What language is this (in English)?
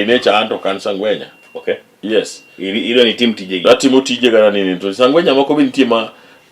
Luo (Kenya and Tanzania)